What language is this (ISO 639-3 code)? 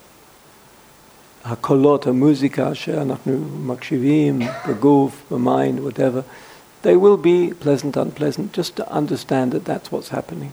heb